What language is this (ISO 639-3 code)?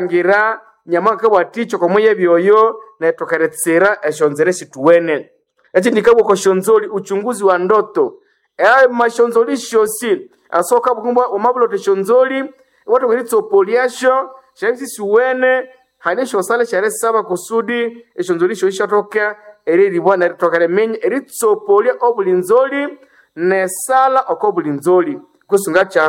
nnb